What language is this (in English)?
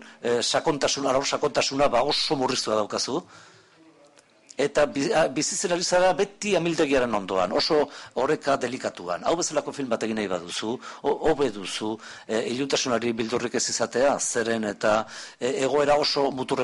Basque